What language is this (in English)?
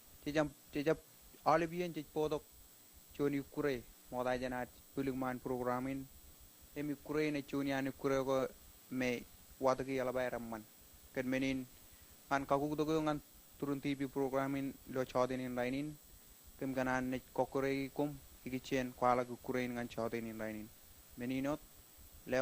Marshallese